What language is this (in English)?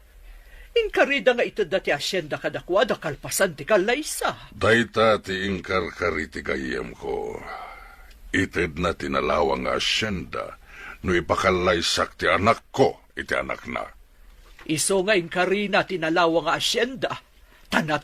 Iloko